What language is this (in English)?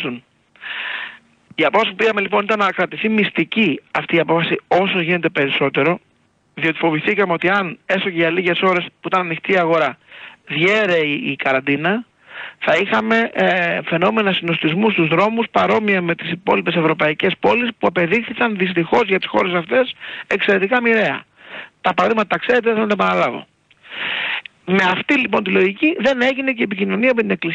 Greek